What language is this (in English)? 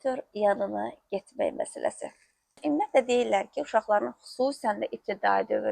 Azerbaijani